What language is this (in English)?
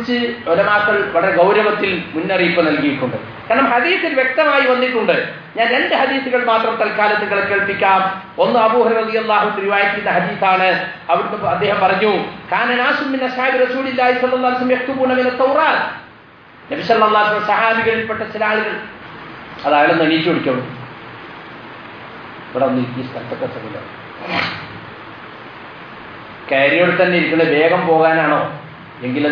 Malayalam